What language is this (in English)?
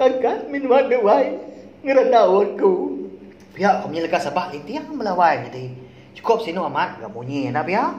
Iban